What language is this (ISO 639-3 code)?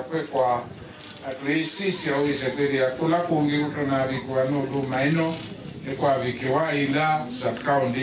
kam